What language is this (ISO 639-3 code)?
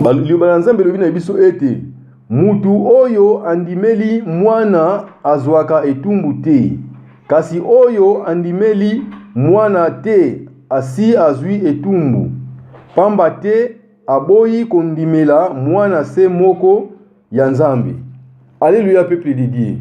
lin